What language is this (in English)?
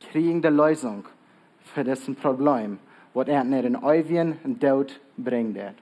Plautdietsch